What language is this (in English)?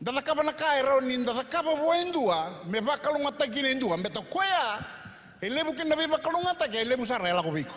Fijian